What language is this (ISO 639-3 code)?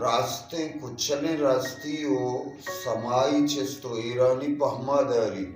bgp